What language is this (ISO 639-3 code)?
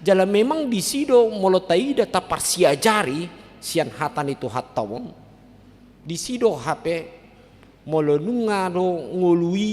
bbc